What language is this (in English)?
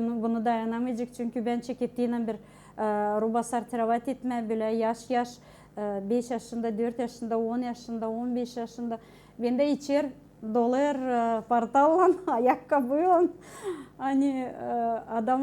Gagauz